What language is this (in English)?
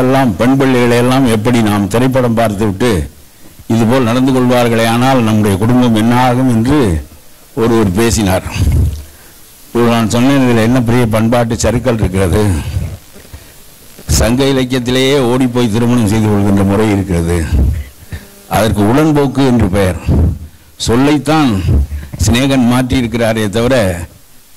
Tamil